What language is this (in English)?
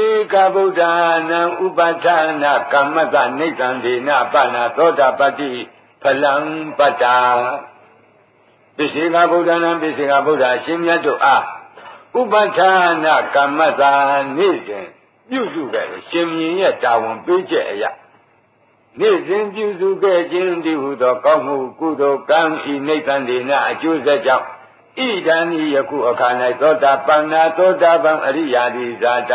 Burmese